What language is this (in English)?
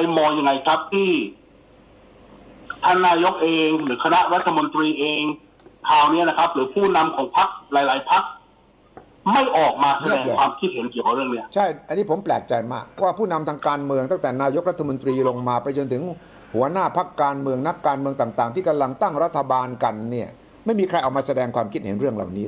Thai